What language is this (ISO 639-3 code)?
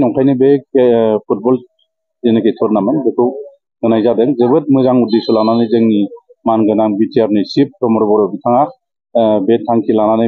brx